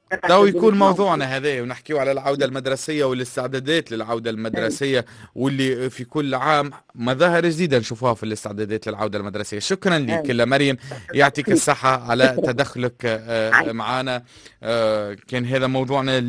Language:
Tunisian Arabic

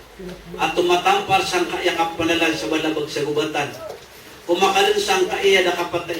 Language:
Maranao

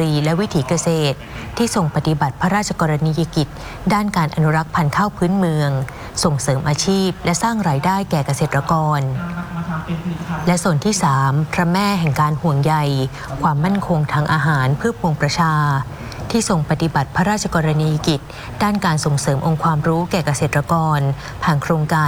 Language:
Thai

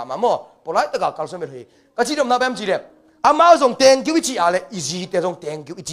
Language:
Tedim Chin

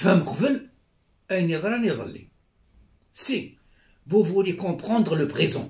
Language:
Kabyle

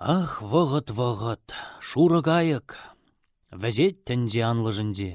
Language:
Chuvash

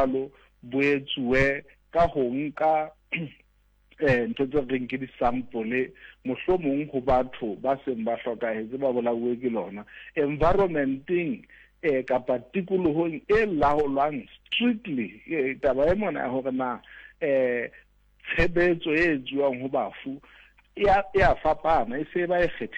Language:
Southern Sotho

